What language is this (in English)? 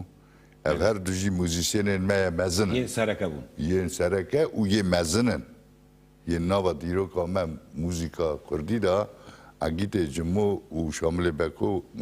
Kurdish